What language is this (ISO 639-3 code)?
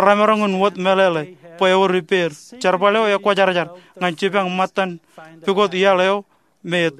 mah